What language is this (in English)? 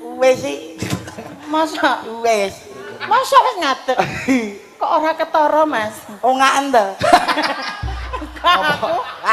Javanese